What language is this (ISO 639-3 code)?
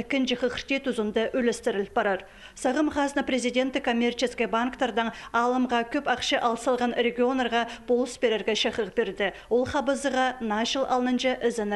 kjh